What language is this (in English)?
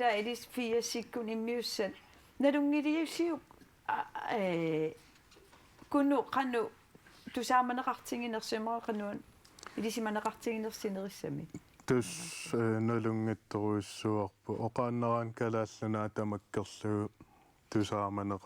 Kalaallisut